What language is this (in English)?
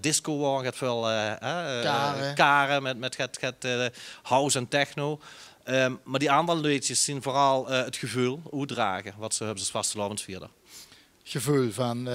Limburgish